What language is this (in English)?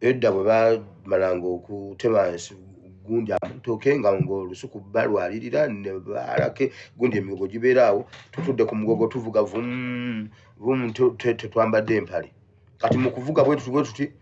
Ganda